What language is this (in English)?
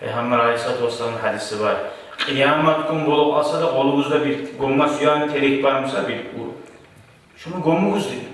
Kumyk